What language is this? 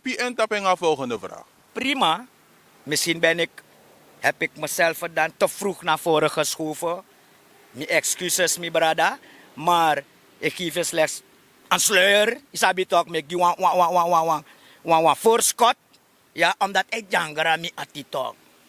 Sranan Tongo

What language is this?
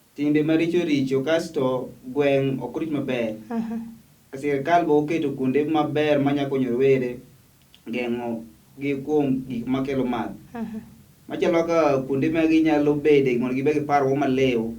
Luo (Kenya and Tanzania)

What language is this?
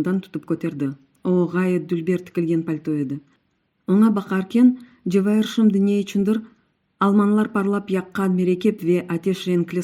Crimean Tatar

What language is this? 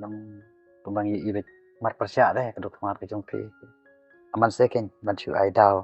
Khasi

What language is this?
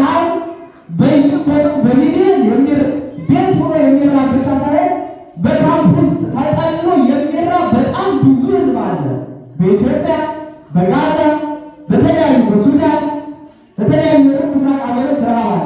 Amharic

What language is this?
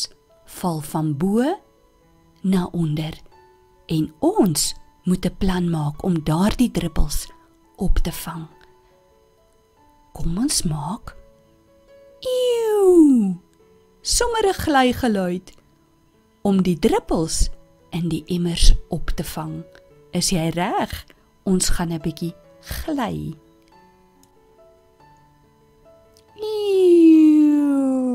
Afrikaans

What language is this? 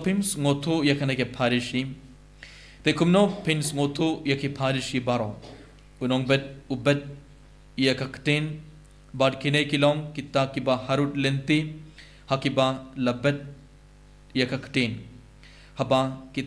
Khasi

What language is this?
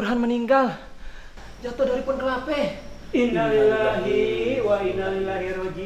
Betawi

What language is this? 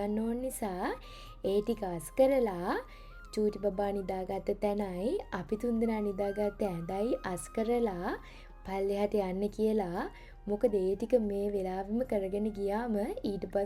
Sinhala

